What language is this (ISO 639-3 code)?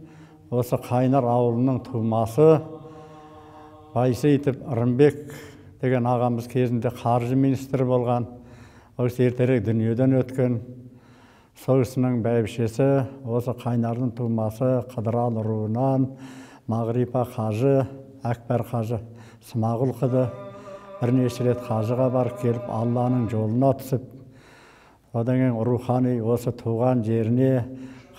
kaz